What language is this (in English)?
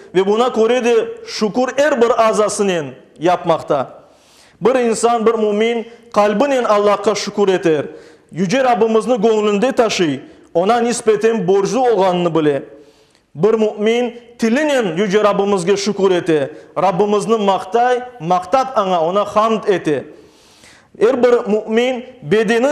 Crimean Tatar